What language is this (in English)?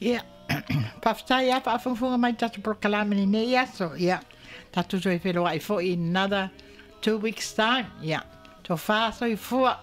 Samoan